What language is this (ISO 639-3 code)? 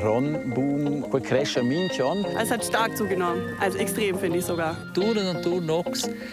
roh